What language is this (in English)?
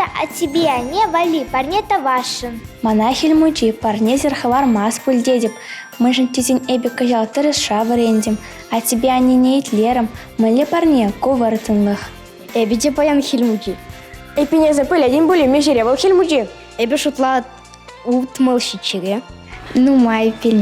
Chuvash